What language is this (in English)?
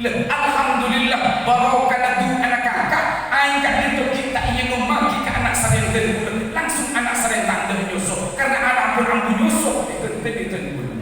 Madurese